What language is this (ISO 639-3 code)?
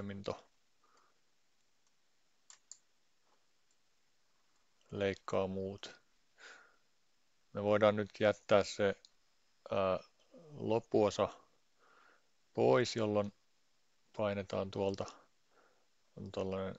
fin